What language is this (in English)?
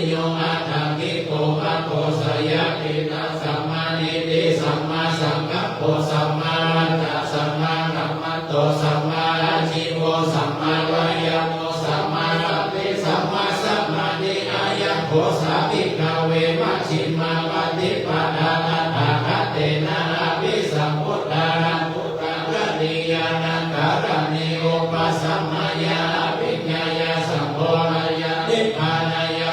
Pali